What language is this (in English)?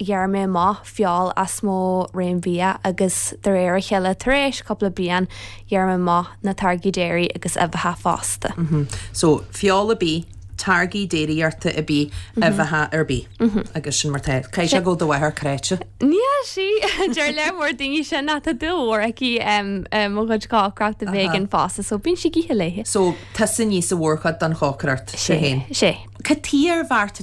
Irish